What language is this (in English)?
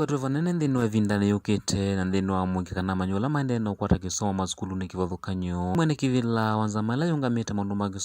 Kamba